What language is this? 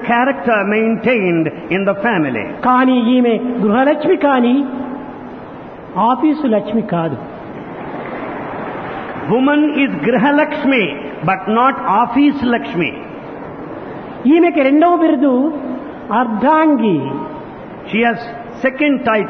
Telugu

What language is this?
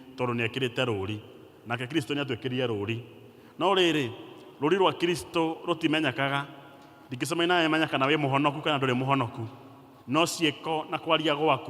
Kikuyu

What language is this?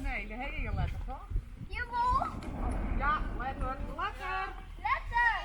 Western Frisian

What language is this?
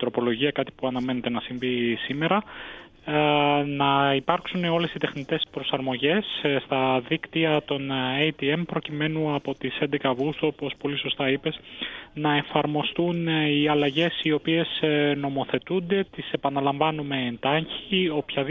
Greek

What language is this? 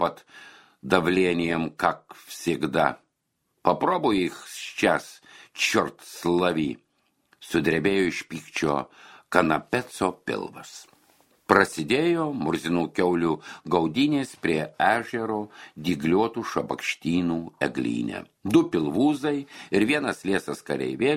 Lithuanian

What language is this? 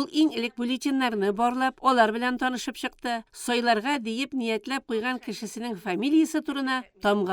Tatar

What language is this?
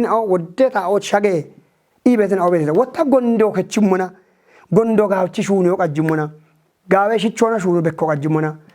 Kafa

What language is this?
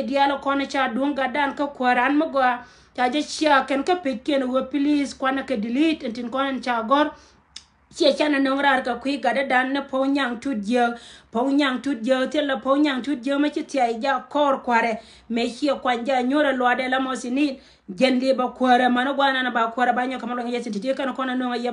Nuer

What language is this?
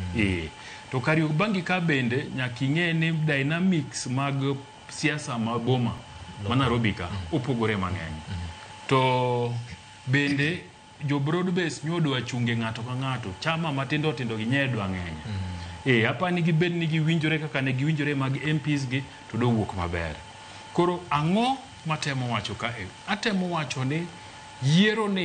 Luo (Kenya and Tanzania)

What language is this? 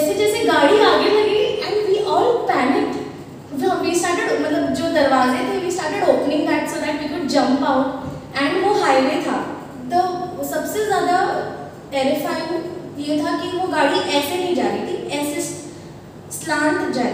Hindi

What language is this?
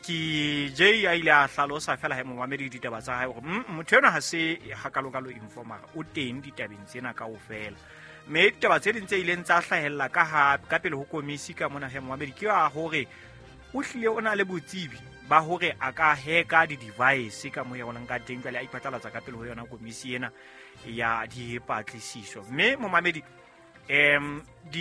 Southern Sotho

